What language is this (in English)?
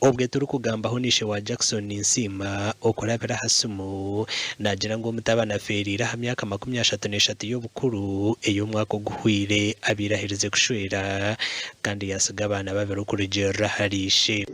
Nyankole